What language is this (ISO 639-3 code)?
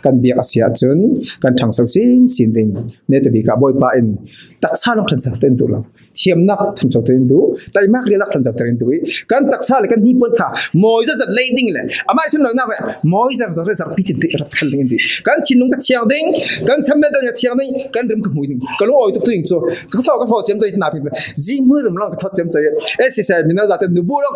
cfm